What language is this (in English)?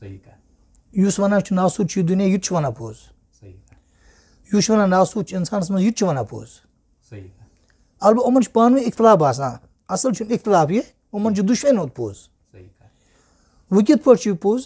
Kashmiri